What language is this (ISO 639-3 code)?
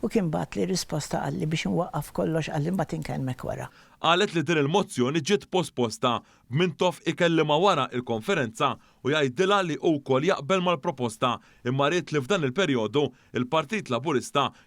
mlt